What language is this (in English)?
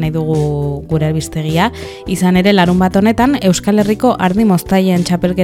Basque